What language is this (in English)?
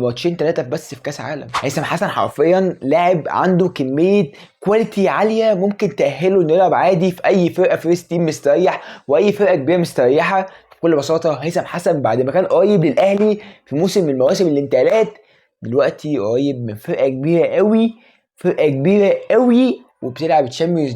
Egyptian Arabic